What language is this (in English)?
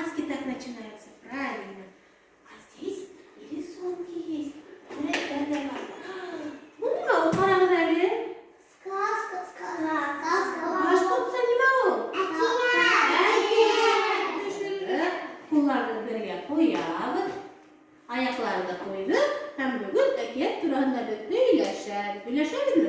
Bashkir